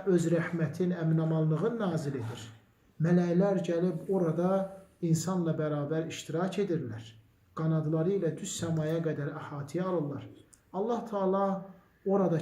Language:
Azerbaijani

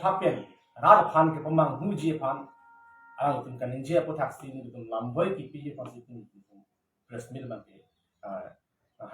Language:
Karbi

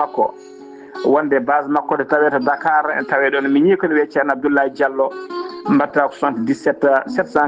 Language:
Fula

